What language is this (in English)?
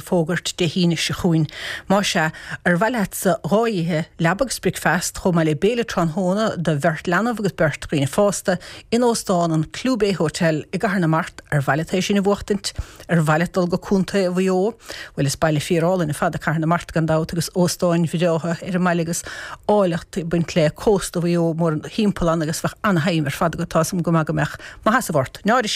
Irish